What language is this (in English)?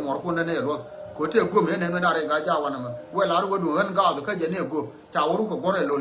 Nuer